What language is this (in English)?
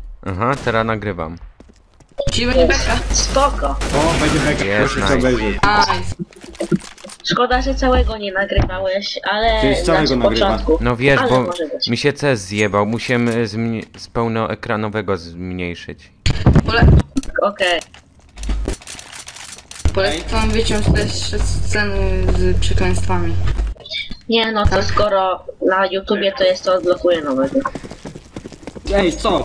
Polish